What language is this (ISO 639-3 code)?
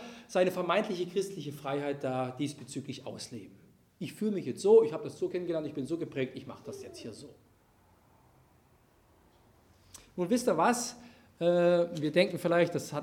deu